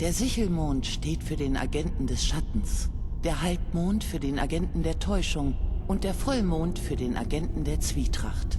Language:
Bavarian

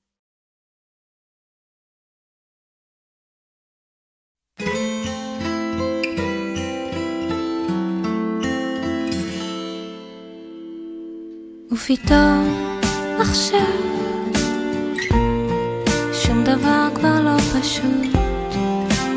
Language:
Hebrew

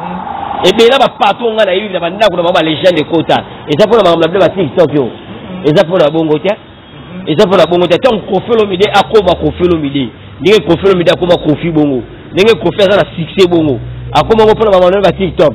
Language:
Lingala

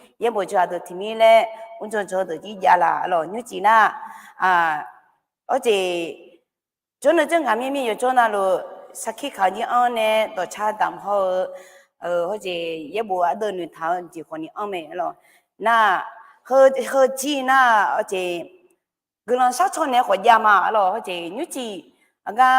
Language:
Akha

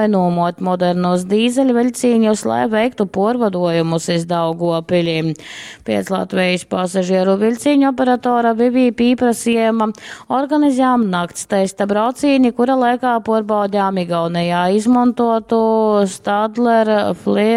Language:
Latgalian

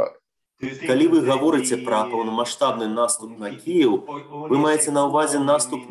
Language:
Belarusian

